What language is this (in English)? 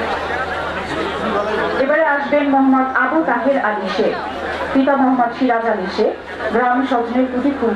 Bangla